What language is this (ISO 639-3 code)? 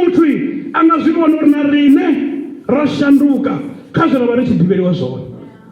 ven